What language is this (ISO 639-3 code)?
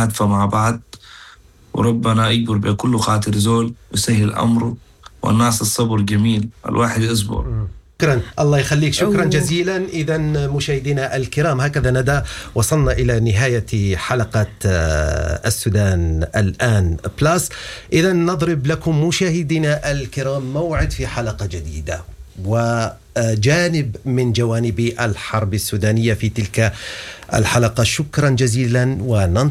apd